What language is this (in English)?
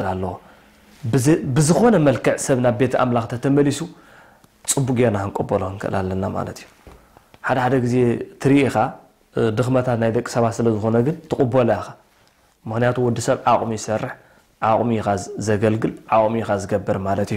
Tigrinya